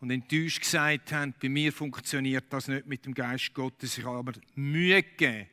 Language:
Swiss German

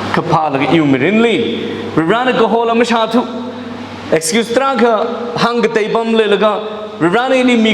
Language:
Tangkhul Naga (India)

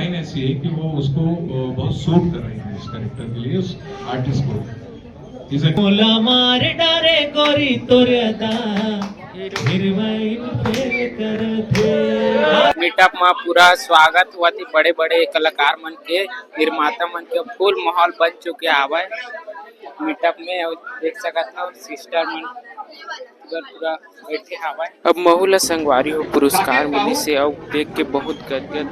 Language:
Chhattisgarhi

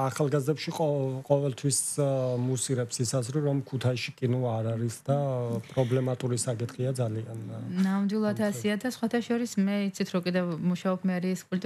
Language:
Georgian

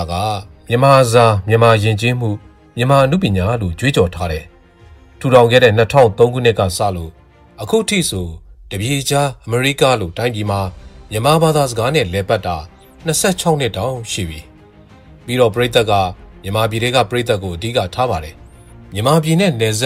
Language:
Burmese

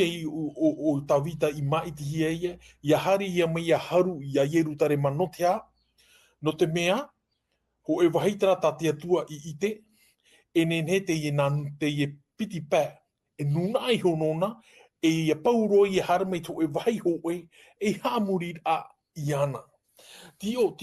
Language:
Tahitian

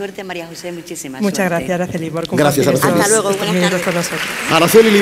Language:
Spanish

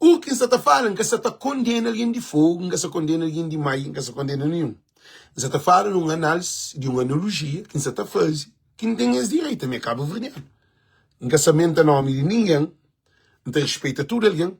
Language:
Kabuverdianu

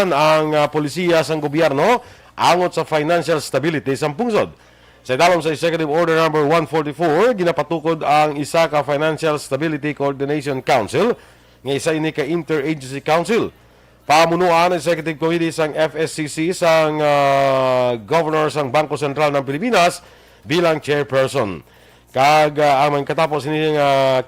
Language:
Hiligaynon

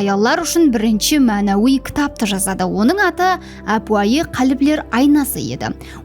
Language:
Kara-Kalpak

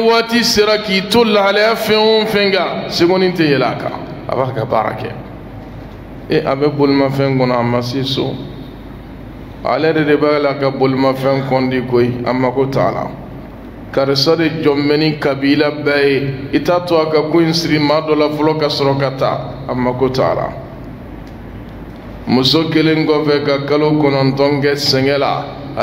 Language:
Bambara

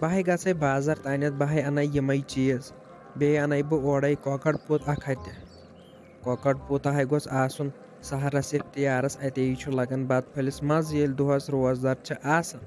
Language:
Kashmiri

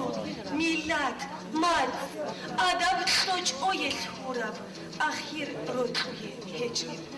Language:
Avaric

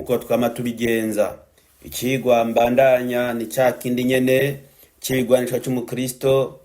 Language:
Rundi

